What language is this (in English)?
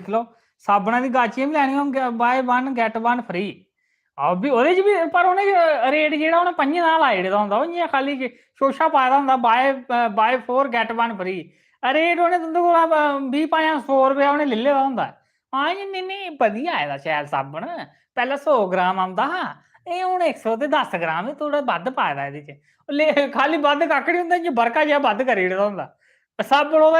Dogri